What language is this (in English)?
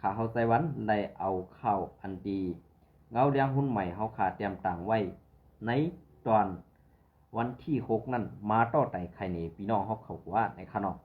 Shan